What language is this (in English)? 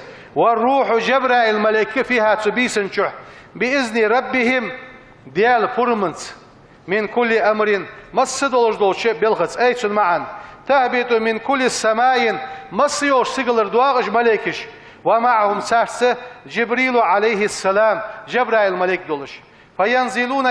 Ingush